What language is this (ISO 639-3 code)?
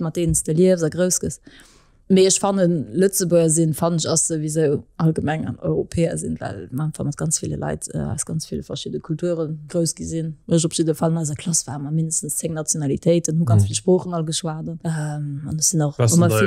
ltz